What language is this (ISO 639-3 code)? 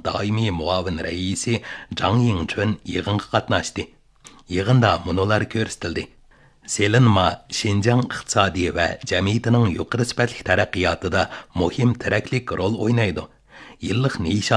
uig